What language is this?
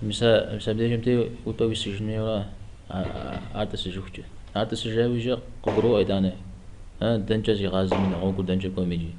Kabardian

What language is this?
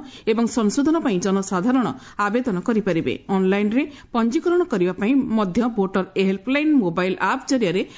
Odia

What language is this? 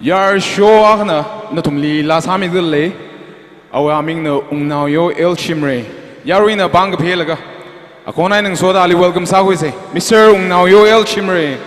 Tangkhul Naga (India)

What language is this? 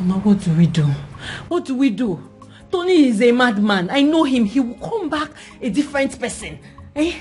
Nigerian Pidgin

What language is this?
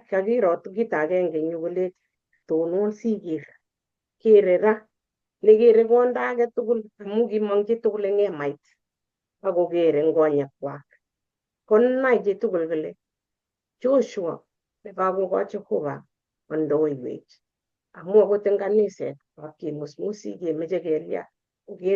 Kalenjin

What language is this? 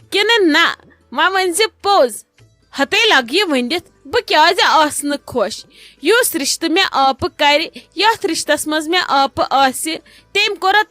Kashmiri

